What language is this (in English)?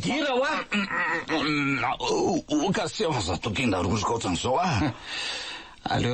Malagasy